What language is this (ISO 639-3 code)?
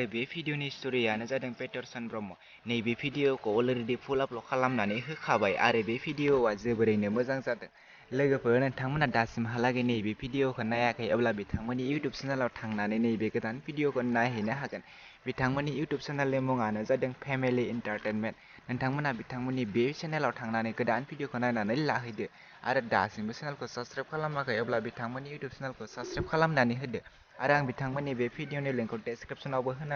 brx